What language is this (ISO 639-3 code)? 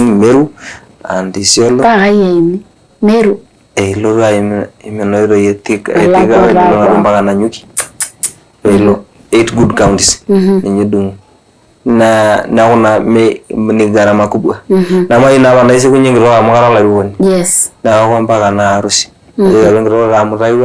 mas